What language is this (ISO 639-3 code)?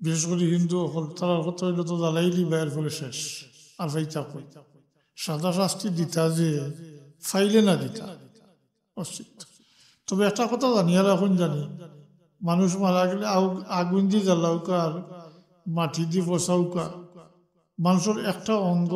syl